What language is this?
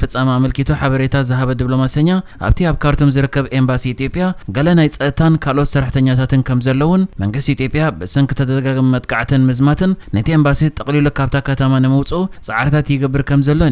Tigrinya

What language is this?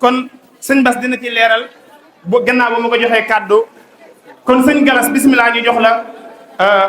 Wolof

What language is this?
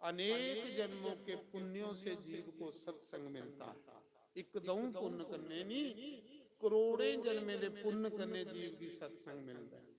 Dogri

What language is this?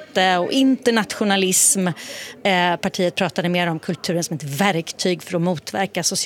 Swedish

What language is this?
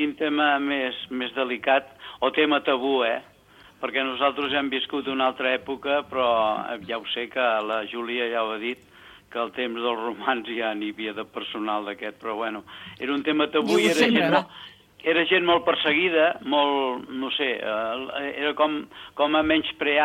Catalan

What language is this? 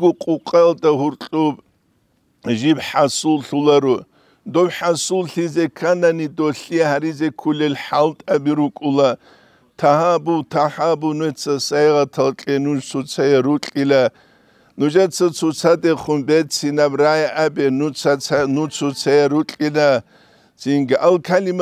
Avaric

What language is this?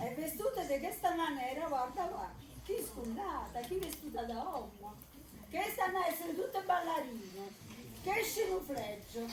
Neapolitan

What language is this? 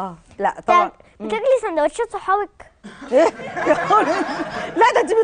Egyptian Arabic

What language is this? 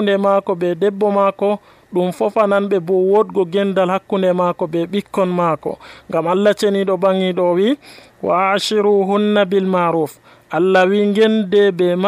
Nigerian Fulfulde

